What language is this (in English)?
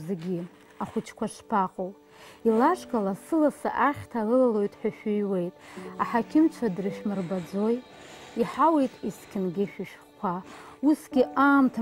Abkhazian